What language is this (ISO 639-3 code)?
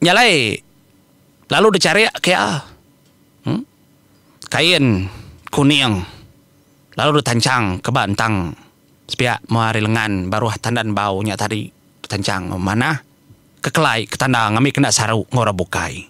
iba